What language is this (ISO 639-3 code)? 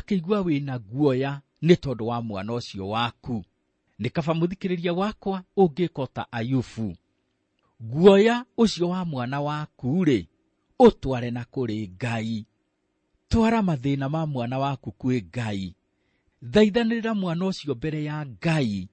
kik